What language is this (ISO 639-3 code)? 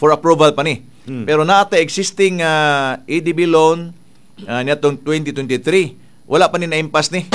ceb